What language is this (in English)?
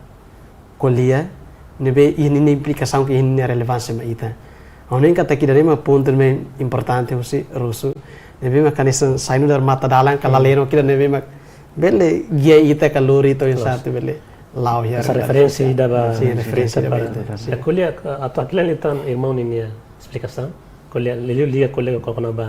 Tetum